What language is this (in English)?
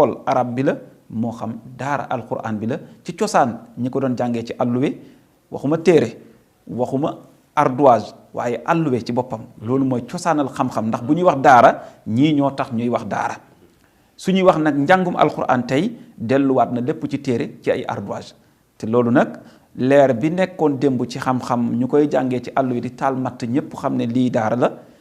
Wolof